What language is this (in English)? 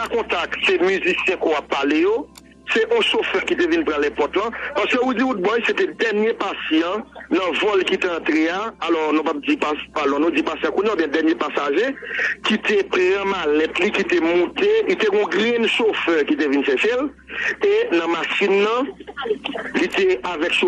Haitian Creole